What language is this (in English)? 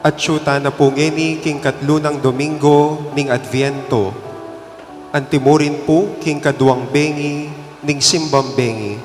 Pampanga